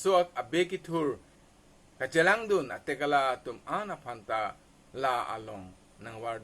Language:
Karbi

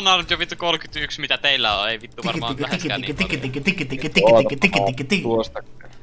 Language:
Finnish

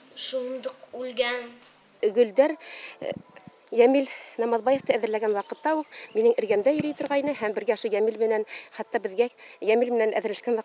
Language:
Bashkir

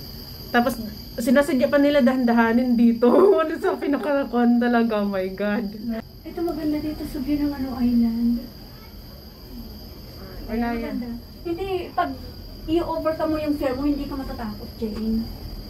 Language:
Filipino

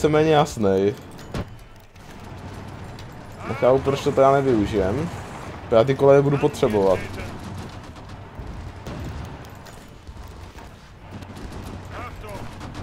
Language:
Czech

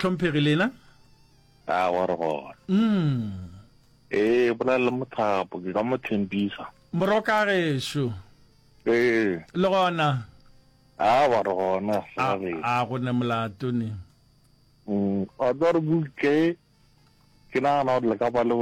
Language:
Northern Sotho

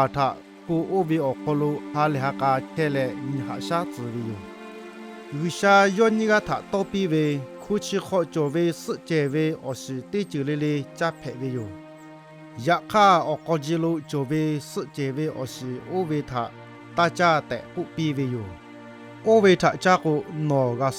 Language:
Lahu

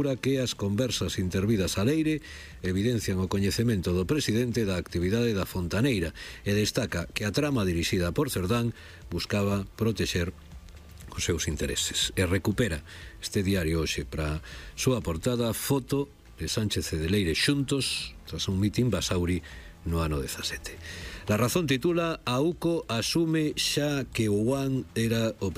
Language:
Galician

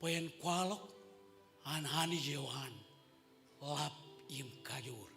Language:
Marshallese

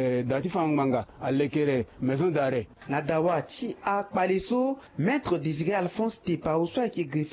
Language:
Sango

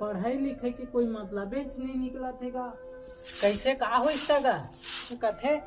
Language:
Chhattisgarhi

